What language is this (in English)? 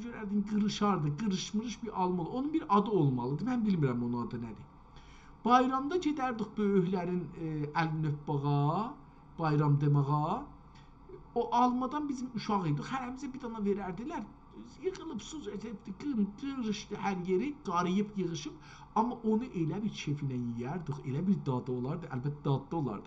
South Azerbaijani